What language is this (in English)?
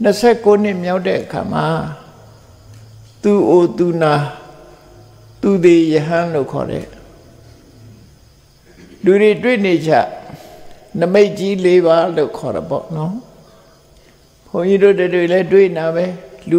Burmese